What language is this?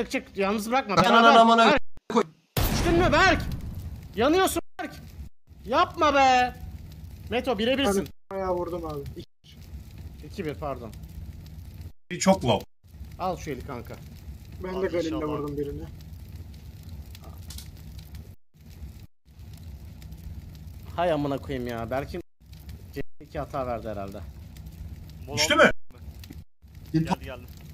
Turkish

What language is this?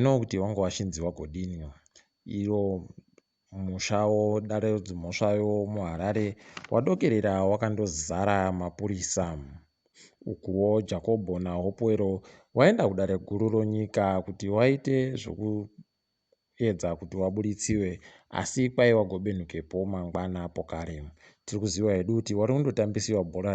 Ndau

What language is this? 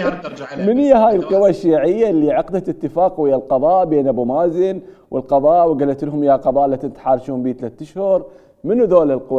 Mesopotamian Arabic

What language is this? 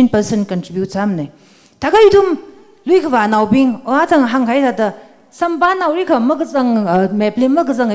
Tangkhul Naga (India)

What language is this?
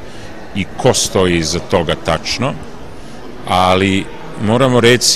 Serbian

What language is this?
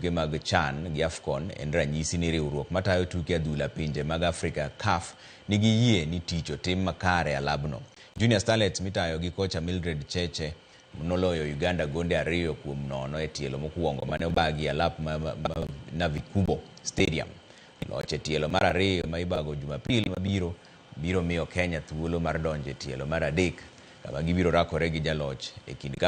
Luo (Kenya and Tanzania)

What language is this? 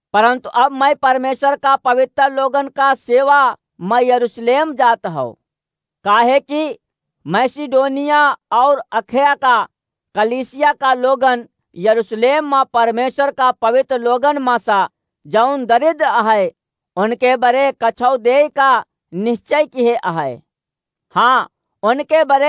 Awadhi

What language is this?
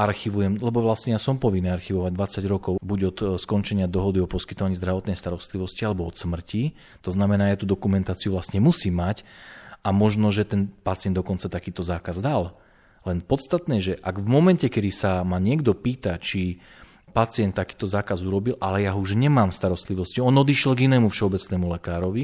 Slovak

